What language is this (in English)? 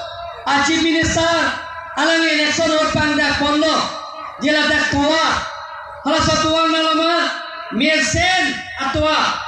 Karbi